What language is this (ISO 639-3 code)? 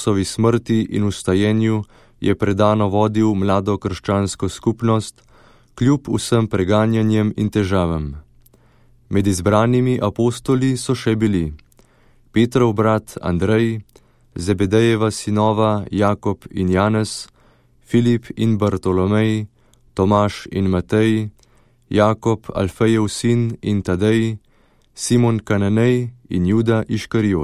slv